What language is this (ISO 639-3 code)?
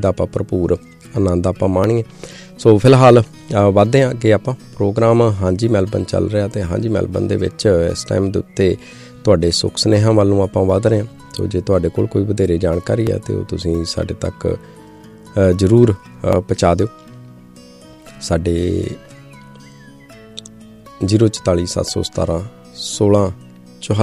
pan